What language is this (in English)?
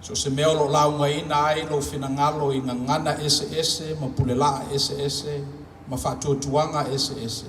Samoan